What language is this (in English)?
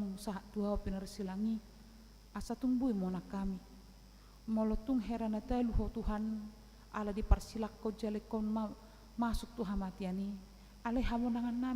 Batak Toba